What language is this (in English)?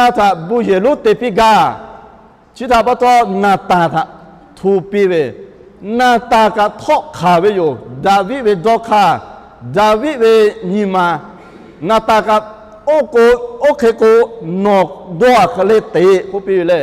Lahu